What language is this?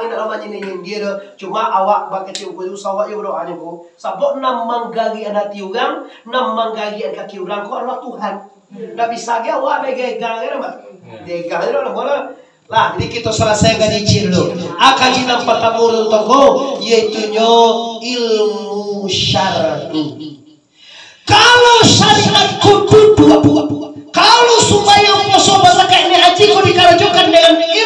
Minangkabau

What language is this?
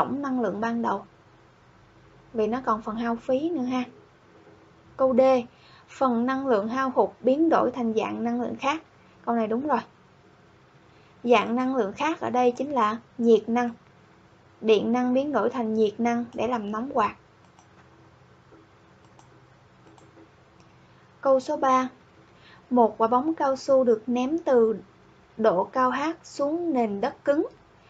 Vietnamese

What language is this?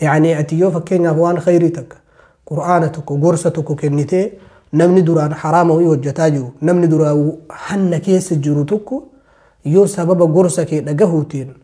Oromo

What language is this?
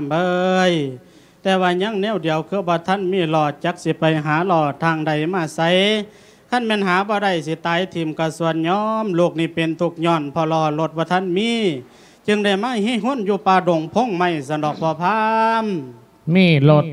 Lao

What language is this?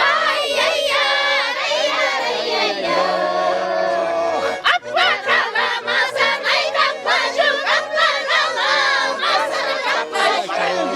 Chuvash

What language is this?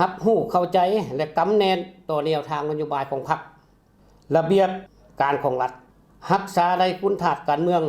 Lao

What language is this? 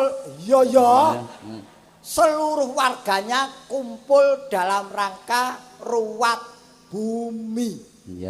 Javanese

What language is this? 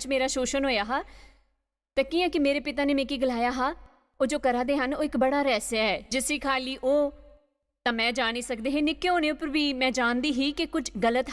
Dogri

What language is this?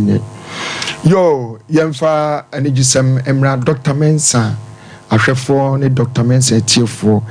Akan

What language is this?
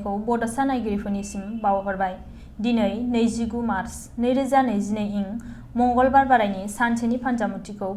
Bodo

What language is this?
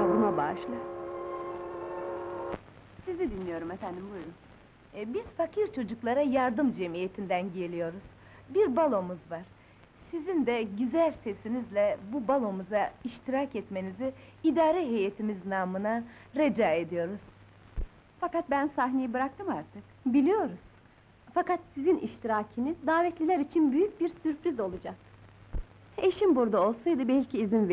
Turkish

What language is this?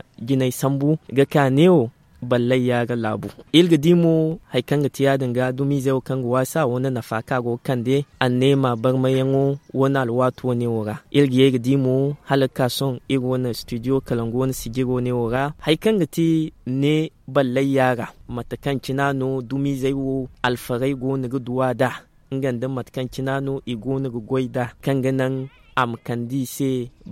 Zarma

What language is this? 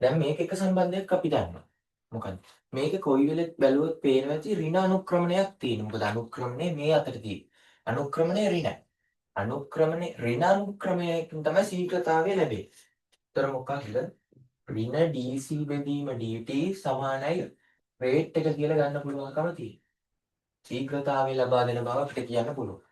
Sinhala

